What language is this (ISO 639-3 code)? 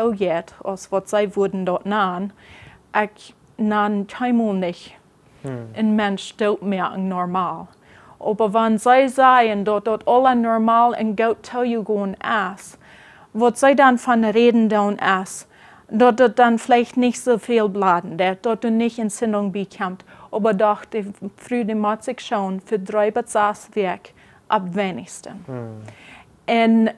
pdt